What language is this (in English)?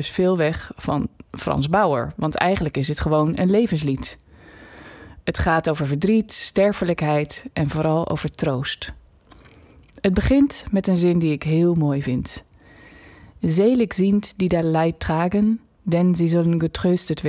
Dutch